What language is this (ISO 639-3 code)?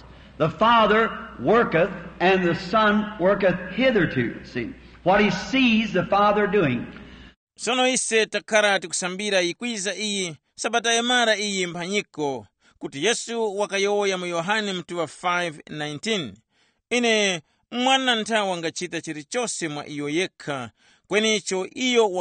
tum